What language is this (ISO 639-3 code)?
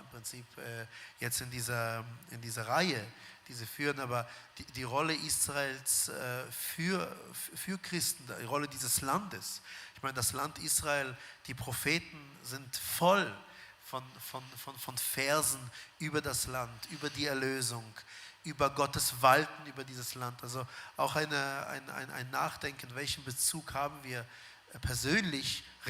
gsw